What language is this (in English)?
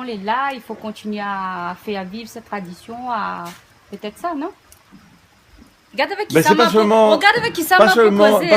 Réunion Creole French